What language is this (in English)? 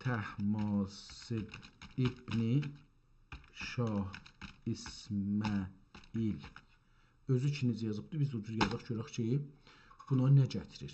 South Azerbaijani